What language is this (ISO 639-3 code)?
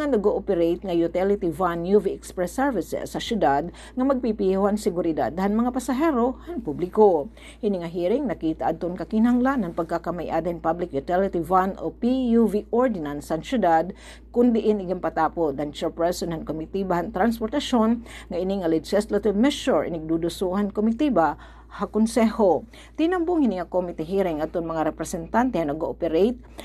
war